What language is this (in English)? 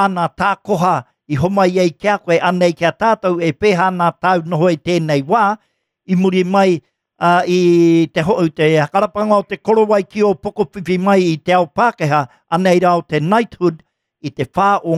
Māori